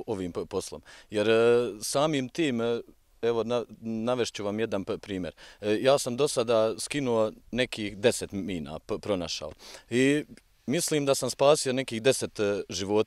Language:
Bosnian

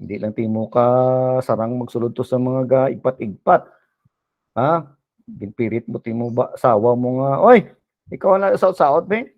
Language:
Hiligaynon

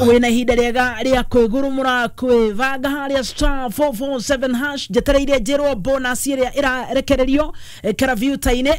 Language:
Kikuyu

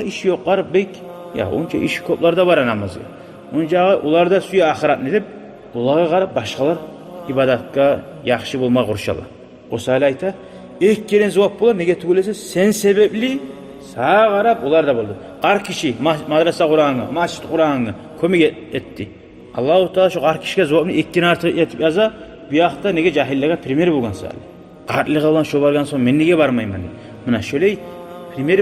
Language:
Kumyk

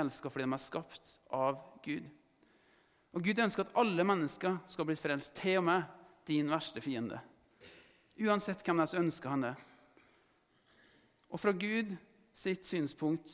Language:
Norwegian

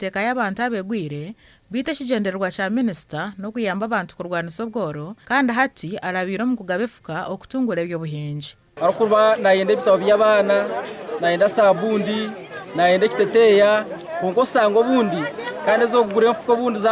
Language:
Nyankole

